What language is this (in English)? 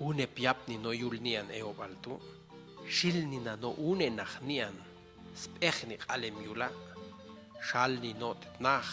Popti'